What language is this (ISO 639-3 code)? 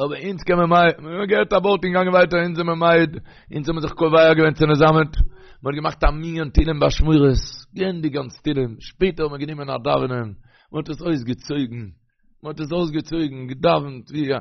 yid